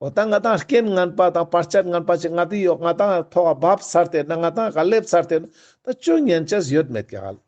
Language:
Ladakhi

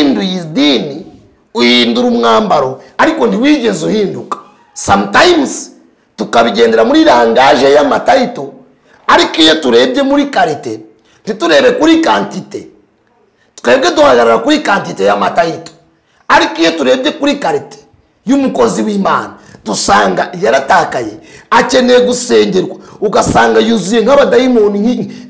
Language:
Kinyarwanda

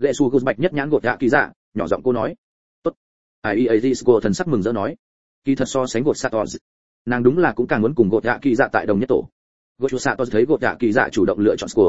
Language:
Vietnamese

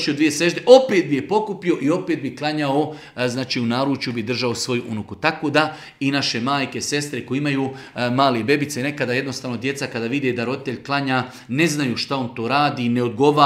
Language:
Bosnian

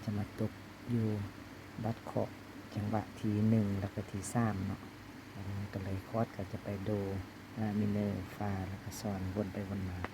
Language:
Lao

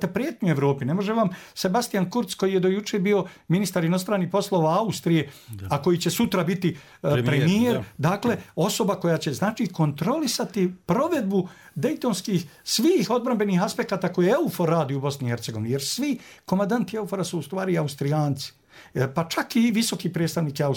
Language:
Bosnian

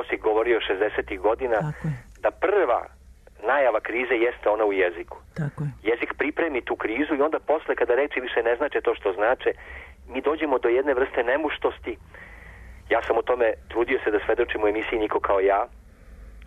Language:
Serbian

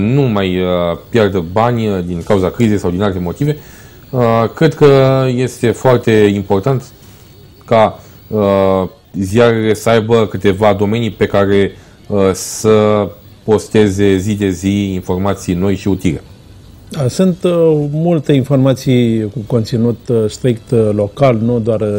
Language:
Romanian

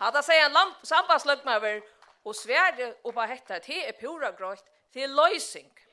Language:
Faroese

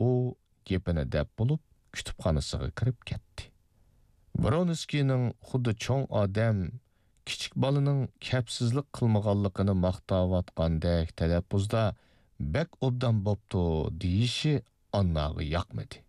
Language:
Uyghur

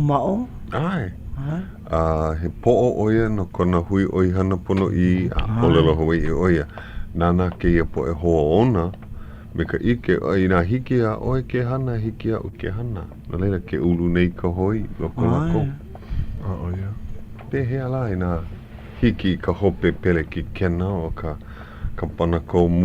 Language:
Hawaiian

